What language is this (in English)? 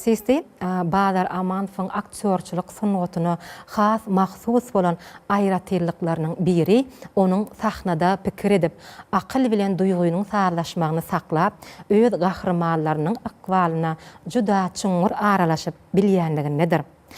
Turkmen